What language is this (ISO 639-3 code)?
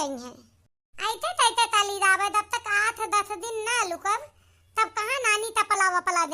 awa